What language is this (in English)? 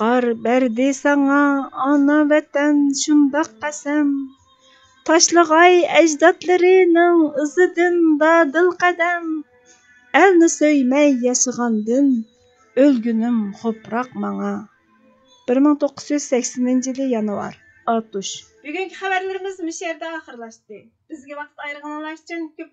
Uyghur